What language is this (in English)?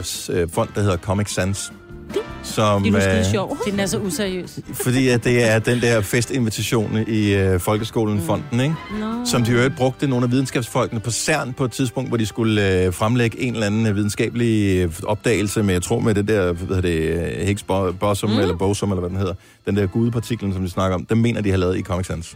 Danish